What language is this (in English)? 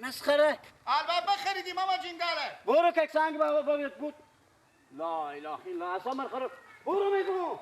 Persian